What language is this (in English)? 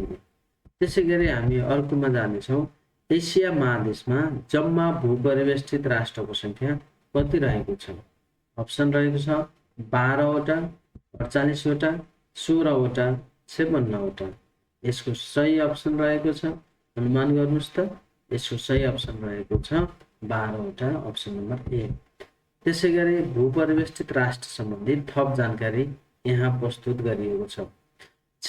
Nepali